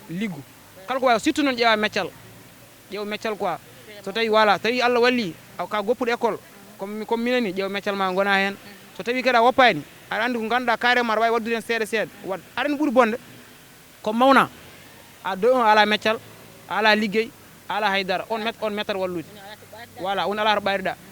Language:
Fula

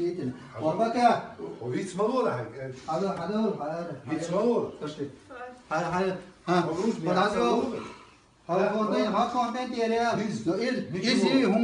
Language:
Chechen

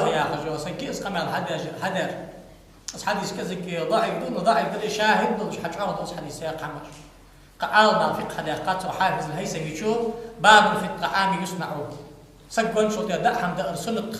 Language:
Ingush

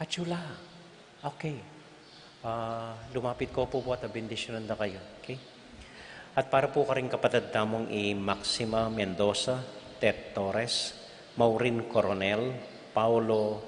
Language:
Pampanga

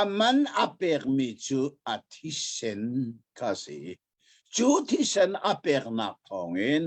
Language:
Hakha Chin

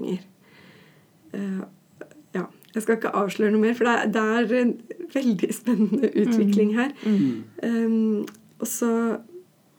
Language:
Norwegian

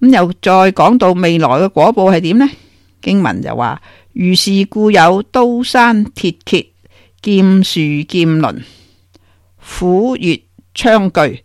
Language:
Cantonese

